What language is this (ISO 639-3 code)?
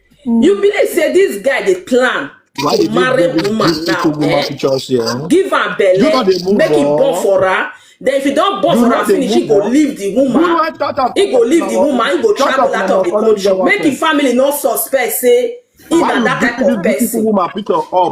pcm